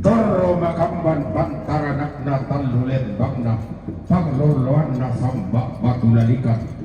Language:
Toraja-Sa'dan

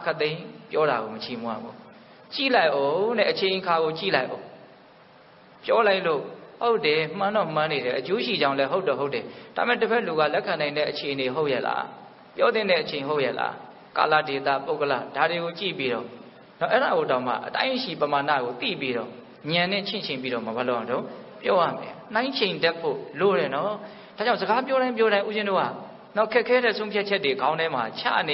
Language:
Burmese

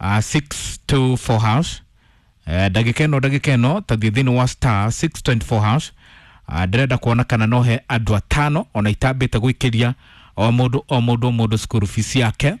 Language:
Kikuyu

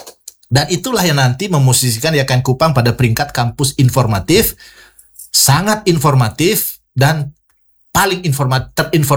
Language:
Indonesian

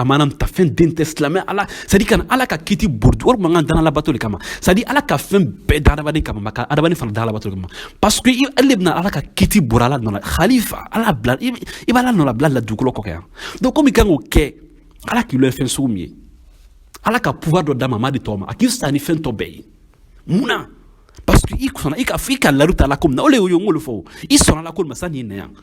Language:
Bambara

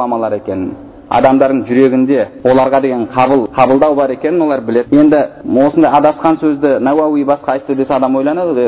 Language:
Kazakh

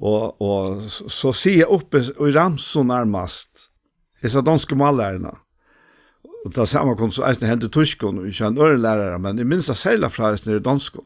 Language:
Faroese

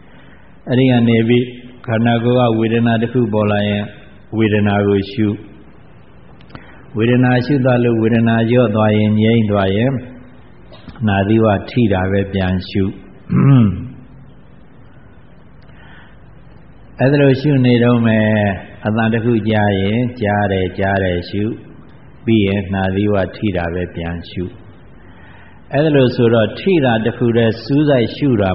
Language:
Burmese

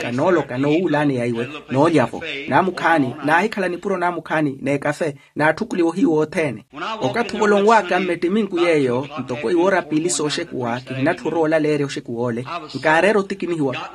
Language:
Makhuwa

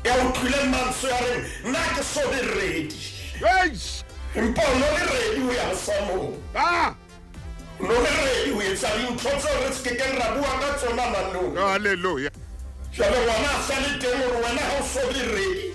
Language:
Southern Sotho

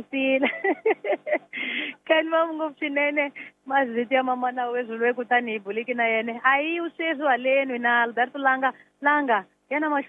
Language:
Tsonga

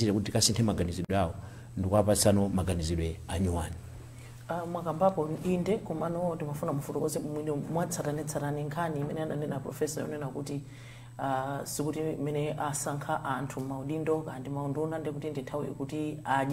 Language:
Nyanja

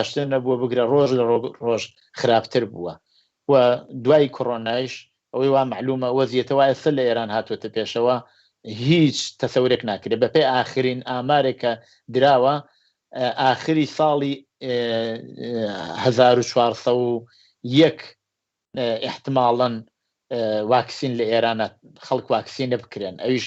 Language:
Central Kurdish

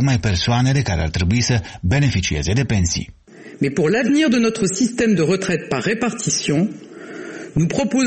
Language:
Romanian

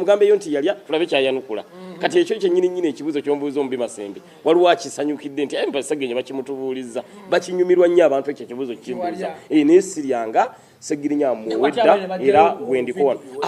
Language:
Ganda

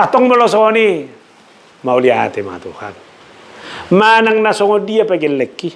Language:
Batak Toba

